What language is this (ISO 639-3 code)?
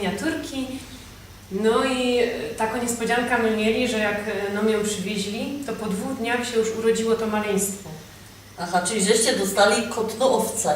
szl